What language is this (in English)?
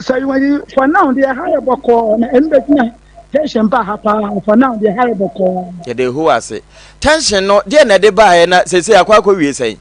Akan